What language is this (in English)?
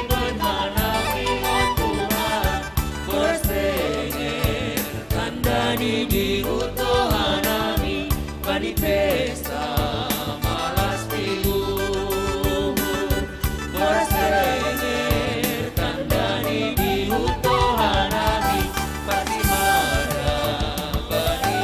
Batak Simalungun